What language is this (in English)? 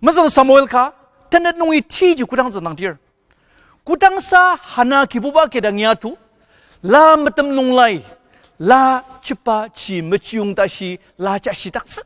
Ao Naga